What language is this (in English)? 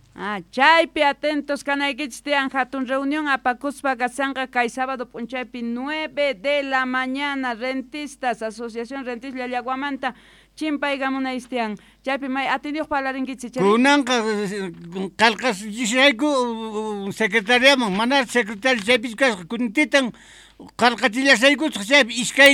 Quechua